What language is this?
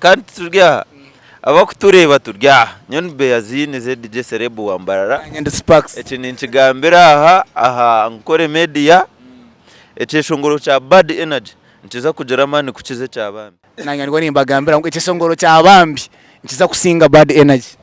Nyankole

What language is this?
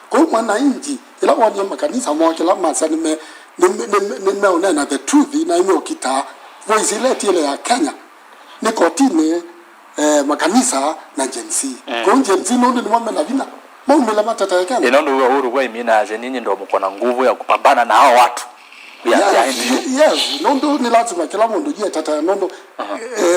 Kamba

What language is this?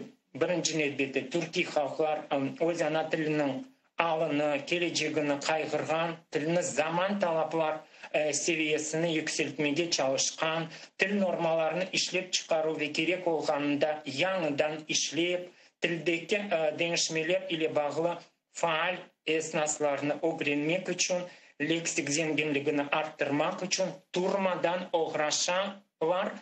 Crimean Tatar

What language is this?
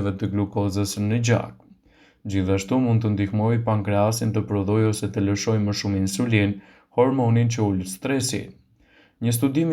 Albanian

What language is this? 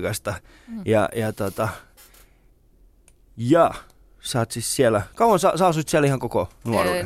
Finnish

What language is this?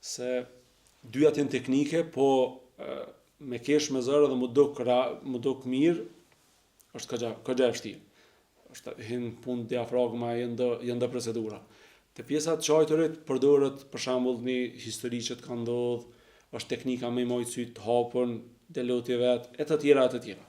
Albanian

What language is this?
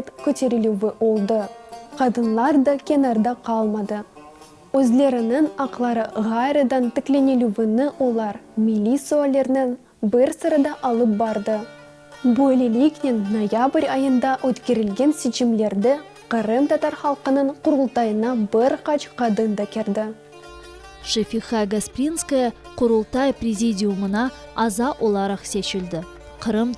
Crimean Tatar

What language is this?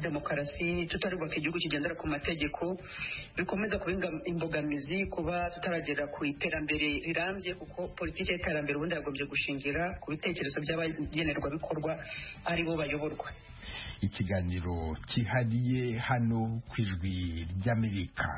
Kinyarwanda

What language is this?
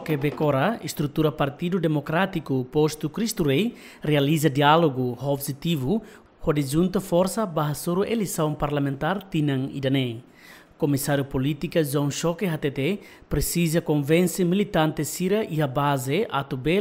Tetum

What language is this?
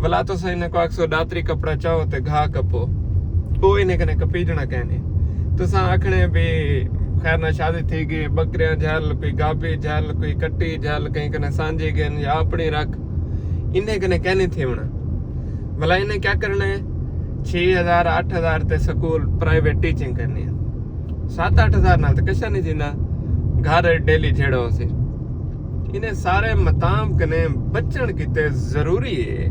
Saraiki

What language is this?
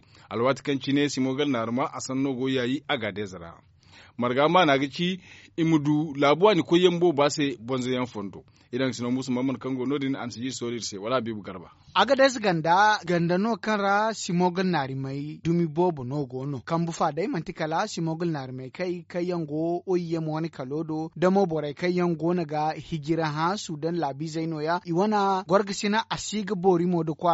Zarma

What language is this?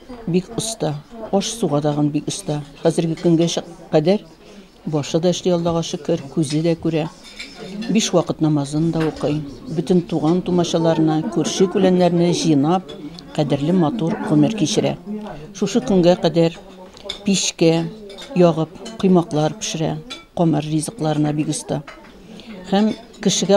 Tatar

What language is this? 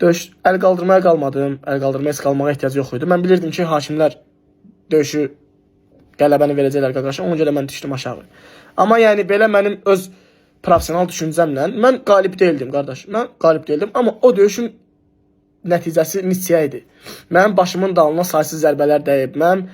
Azerbaijani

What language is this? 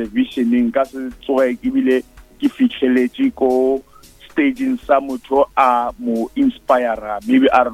Northern Sotho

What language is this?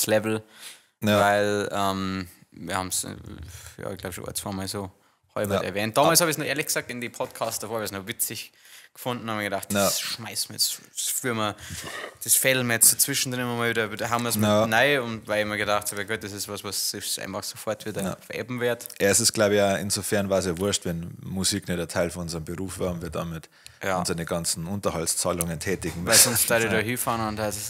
Bavarian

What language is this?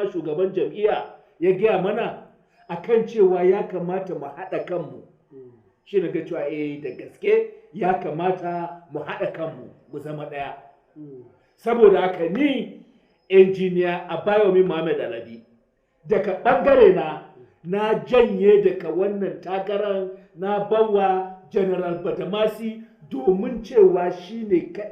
Hausa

